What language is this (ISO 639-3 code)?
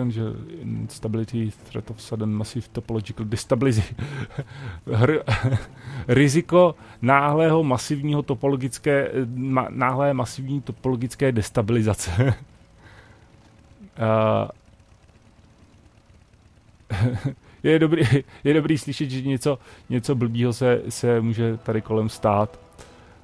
ces